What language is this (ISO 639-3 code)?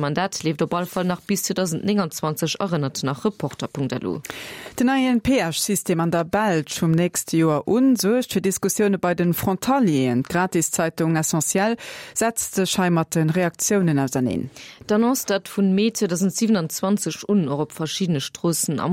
ltz